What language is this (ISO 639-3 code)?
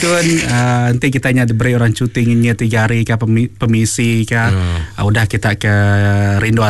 iba